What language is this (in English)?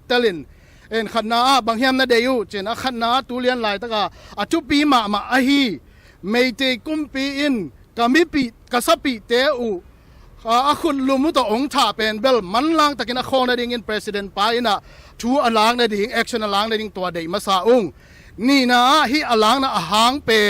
Tedim Chin